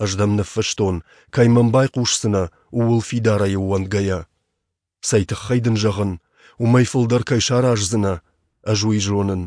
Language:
Ossetic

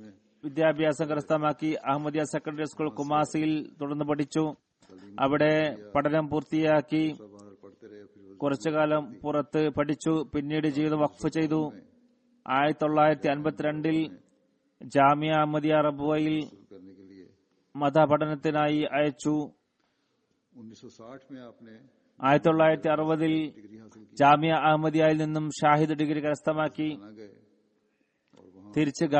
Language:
Malayalam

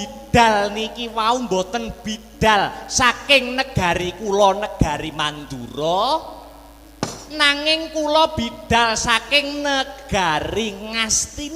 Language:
Javanese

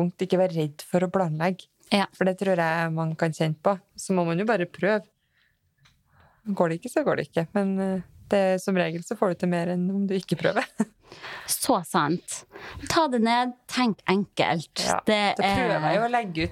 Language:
Norwegian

